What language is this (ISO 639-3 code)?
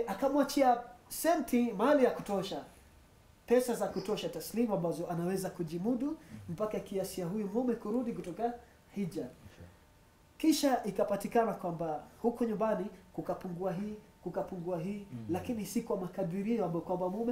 swa